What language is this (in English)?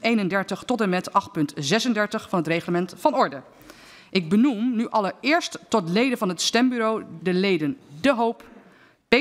Dutch